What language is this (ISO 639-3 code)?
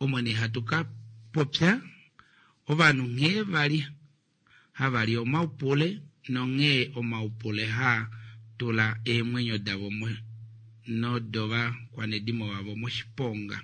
kua